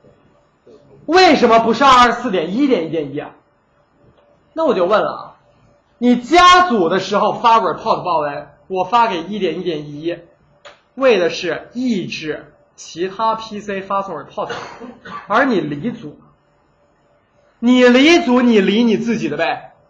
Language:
Chinese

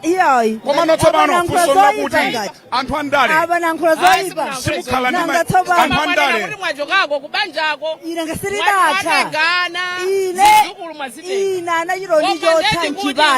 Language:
Nyanja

